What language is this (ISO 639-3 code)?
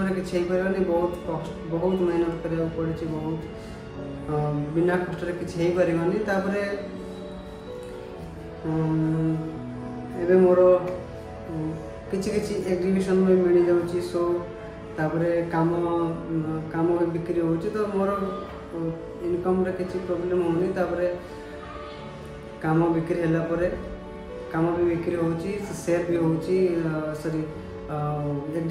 ori